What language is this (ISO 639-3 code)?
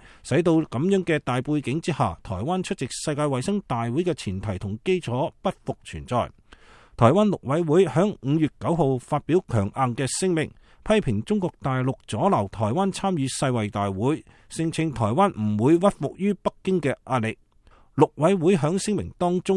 yue